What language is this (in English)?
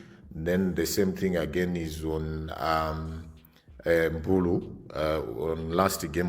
English